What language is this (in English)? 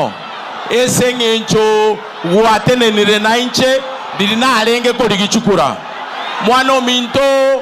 Gusii